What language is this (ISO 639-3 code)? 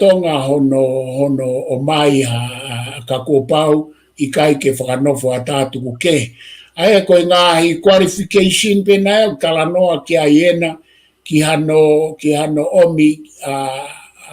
ton